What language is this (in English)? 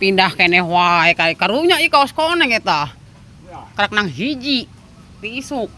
Sundanese